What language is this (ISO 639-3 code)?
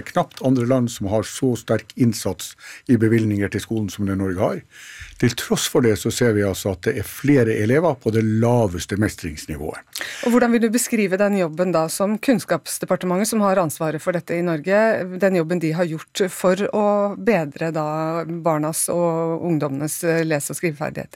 nor